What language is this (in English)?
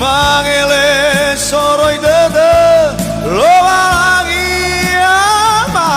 Nias